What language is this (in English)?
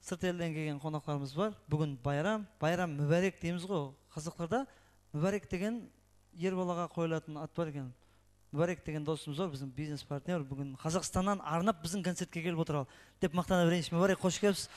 Kara-Kalpak